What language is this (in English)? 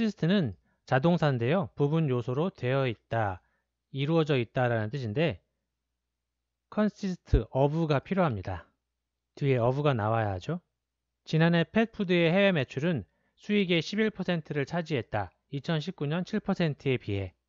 Korean